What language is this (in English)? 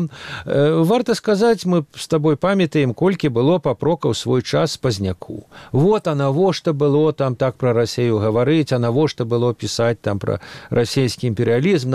Belarusian